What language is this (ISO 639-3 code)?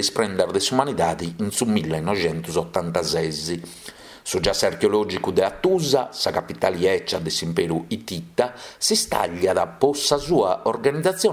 srd